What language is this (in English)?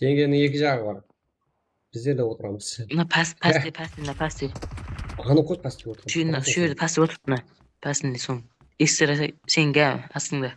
Kara-Kalpak